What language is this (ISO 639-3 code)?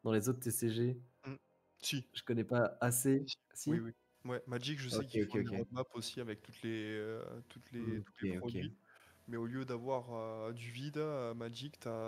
fra